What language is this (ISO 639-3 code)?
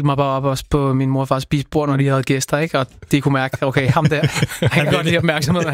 dan